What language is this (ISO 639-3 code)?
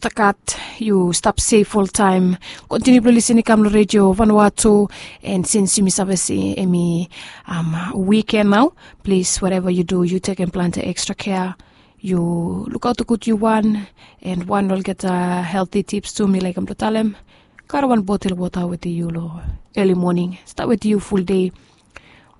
bis